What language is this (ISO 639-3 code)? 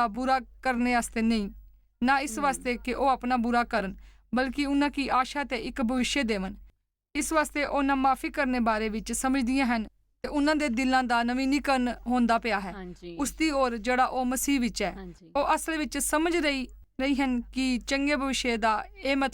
doi